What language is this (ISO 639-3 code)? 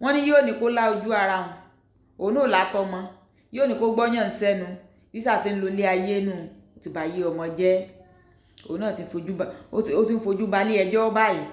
yor